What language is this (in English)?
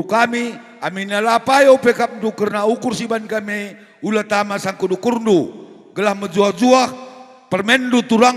Batak Karo